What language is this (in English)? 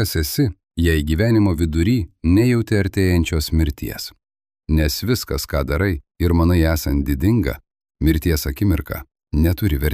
Lithuanian